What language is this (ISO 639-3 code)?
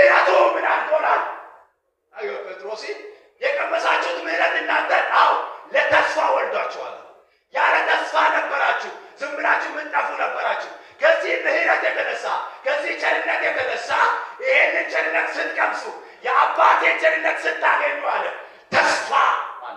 amh